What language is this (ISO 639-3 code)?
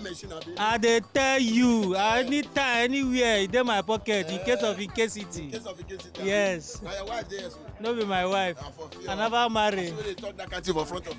pcm